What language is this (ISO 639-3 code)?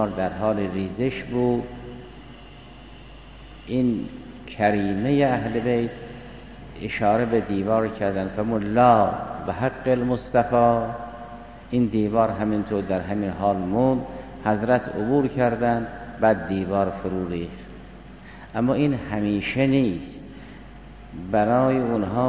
fas